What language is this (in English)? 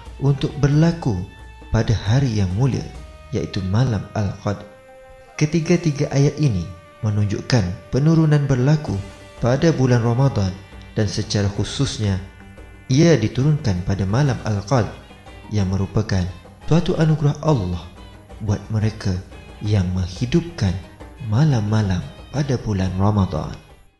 Malay